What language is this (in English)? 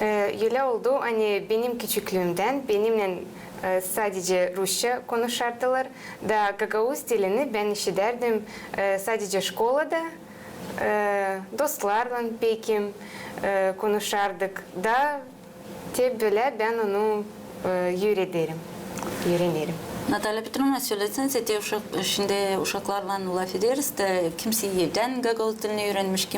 Gagauz